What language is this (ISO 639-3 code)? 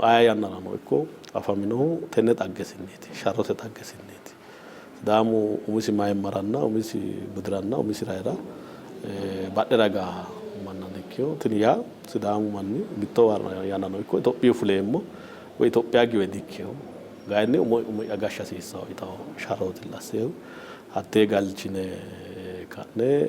sid